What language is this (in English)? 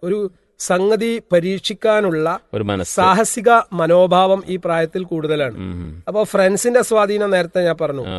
Malayalam